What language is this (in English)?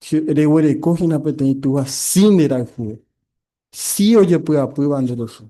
Guarani